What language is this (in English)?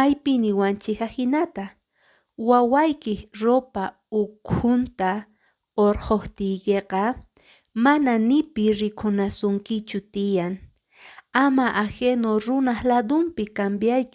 Quechua